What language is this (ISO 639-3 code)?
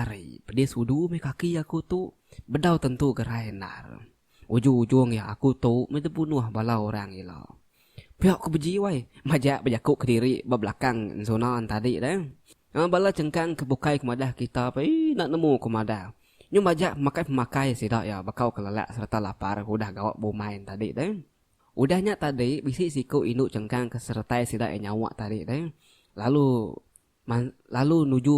iba